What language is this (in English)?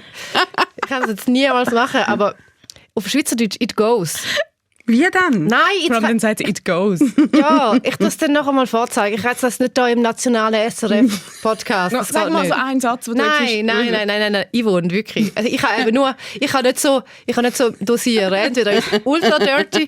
Swiss German